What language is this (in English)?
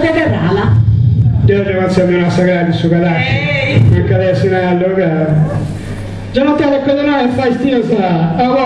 Sardinian